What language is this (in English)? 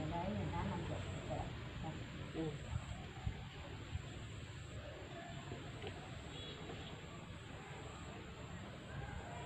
Vietnamese